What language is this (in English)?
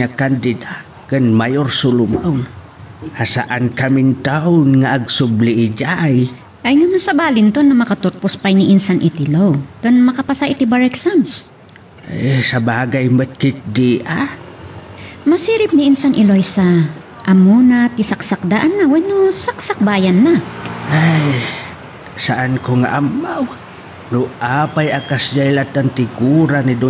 Iloko